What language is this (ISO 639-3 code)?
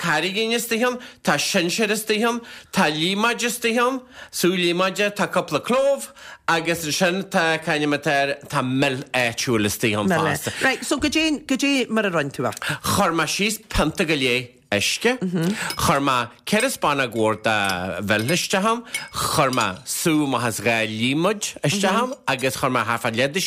gle